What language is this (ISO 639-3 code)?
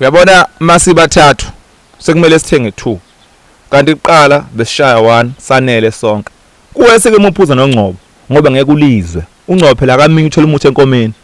zul